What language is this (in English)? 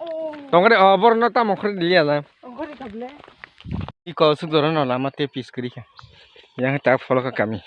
Kok Borok